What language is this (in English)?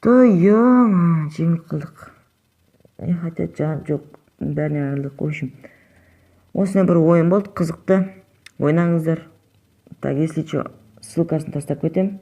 Kazakh